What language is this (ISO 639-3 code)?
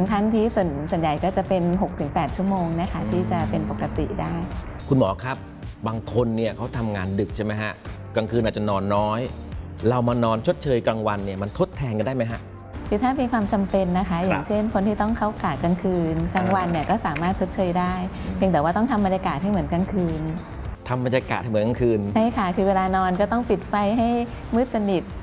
tha